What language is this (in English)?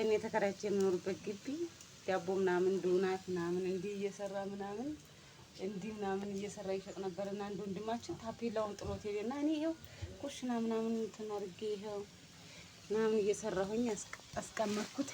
Amharic